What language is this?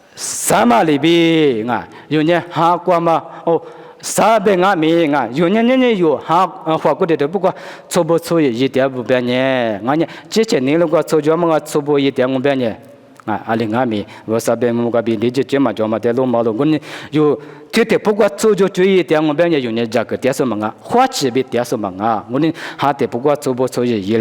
Lisu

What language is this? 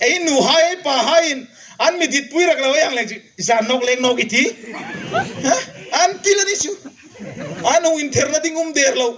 Hmar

